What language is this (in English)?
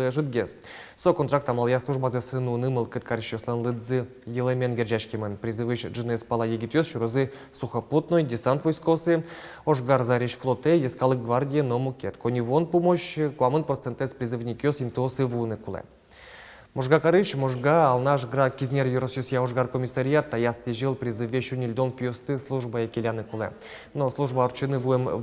Udmurt